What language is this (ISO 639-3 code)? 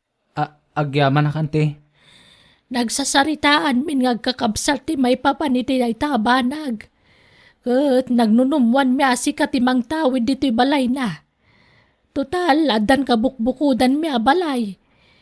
ilo